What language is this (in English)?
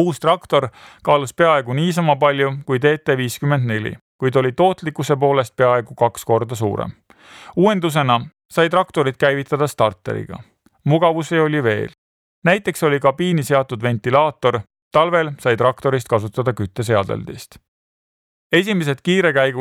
Estonian